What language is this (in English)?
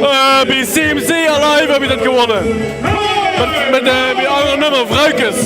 Limburgish